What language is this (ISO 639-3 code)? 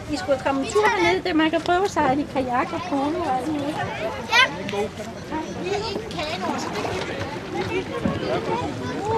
dan